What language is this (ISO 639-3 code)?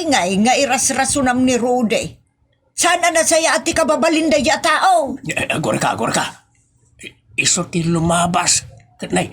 ilo